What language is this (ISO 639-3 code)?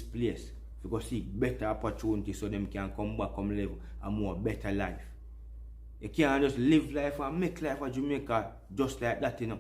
jam